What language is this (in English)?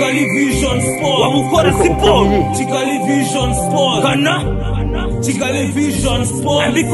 Kinyarwanda